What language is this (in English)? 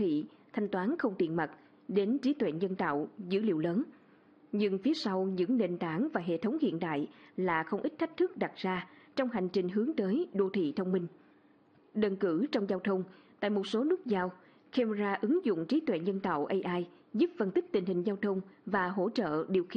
Vietnamese